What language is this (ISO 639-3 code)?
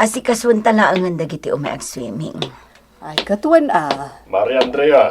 ilo